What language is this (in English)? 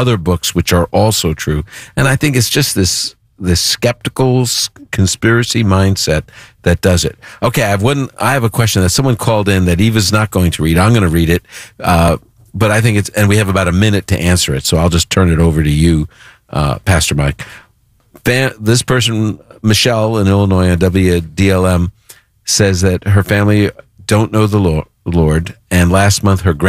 English